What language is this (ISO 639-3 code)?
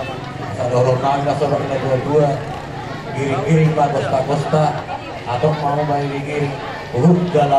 bbc